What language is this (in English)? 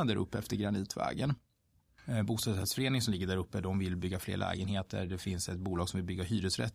Swedish